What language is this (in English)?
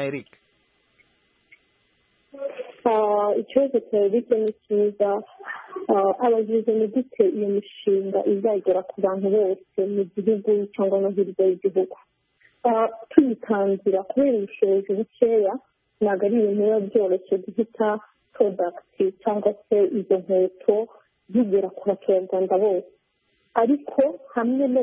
Kinyarwanda